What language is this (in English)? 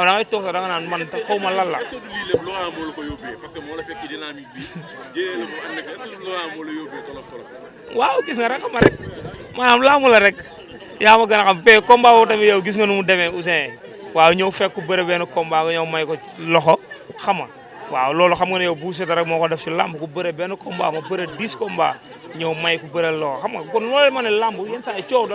Wolof